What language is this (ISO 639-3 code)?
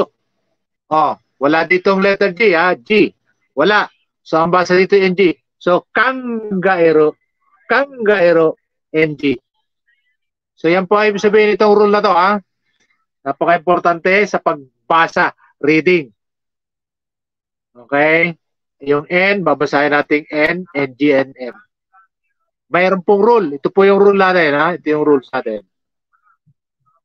fil